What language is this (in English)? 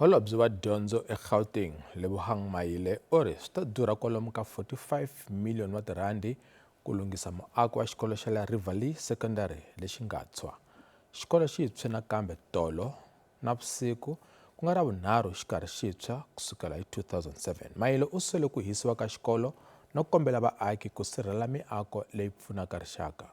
Tsonga